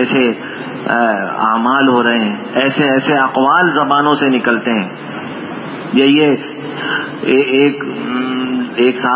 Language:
Urdu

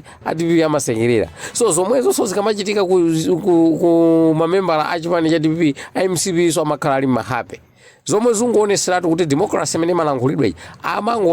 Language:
Nyanja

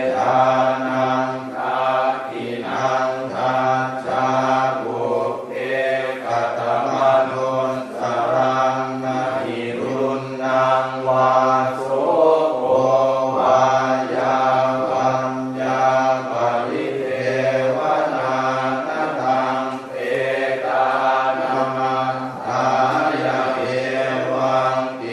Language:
Pali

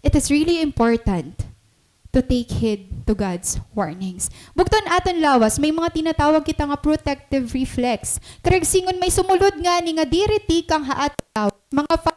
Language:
Waray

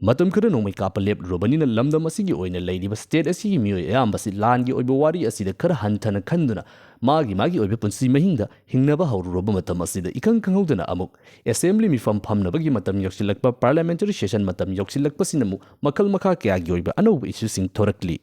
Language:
Manipuri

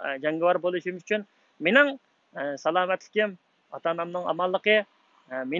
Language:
Uyghur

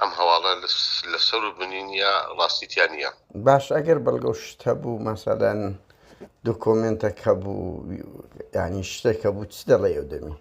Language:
Central Kurdish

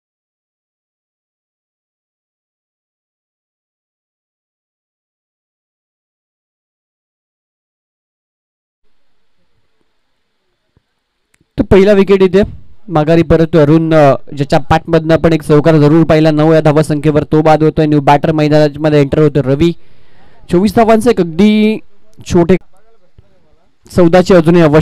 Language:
Marathi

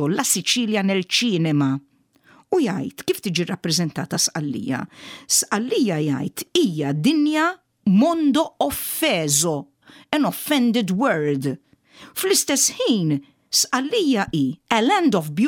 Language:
Maltese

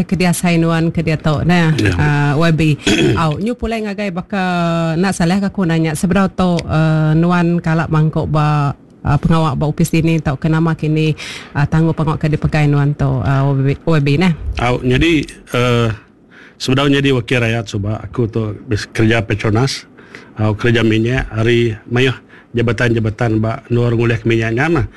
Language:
Iban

